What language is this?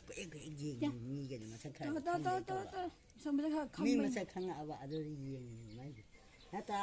Manipuri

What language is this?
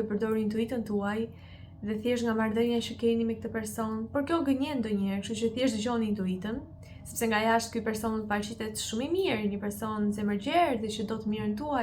Albanian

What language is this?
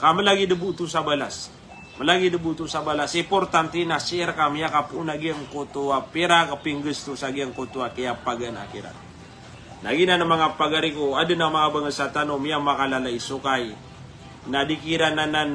Maranao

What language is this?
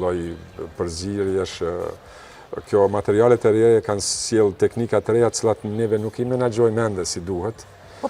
Albanian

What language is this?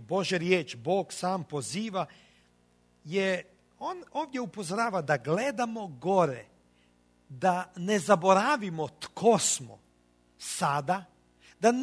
Croatian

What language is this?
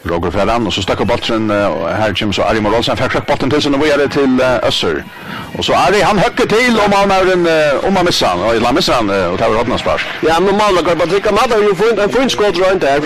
Faroese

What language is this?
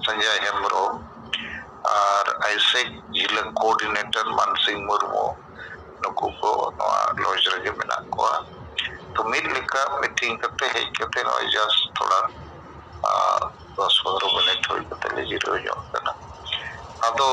Santali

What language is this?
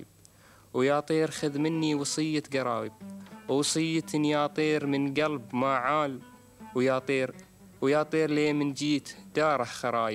Gulf Arabic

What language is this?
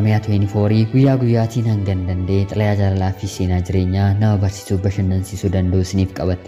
Oromo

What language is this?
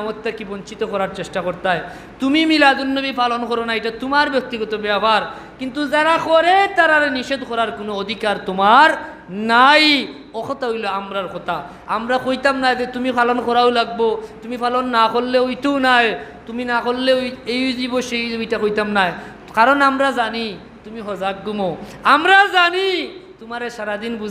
Sylheti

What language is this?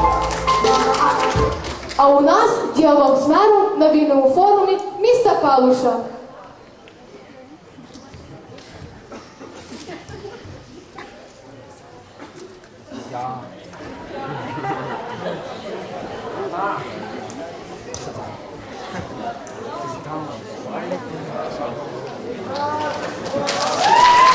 Ukrainian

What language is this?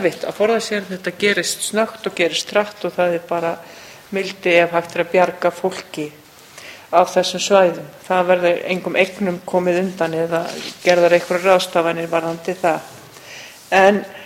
Icelandic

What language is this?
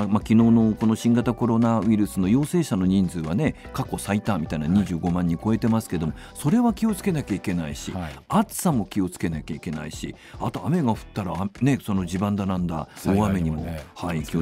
Japanese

